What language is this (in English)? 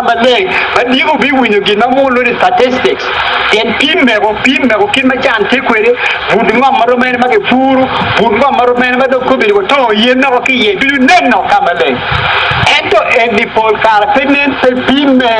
Acoli